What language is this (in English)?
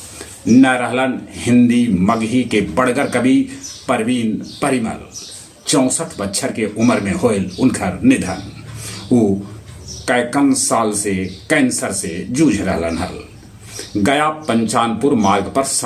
Magahi